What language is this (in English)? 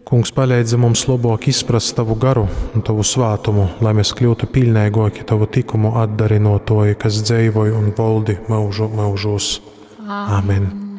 Latgalian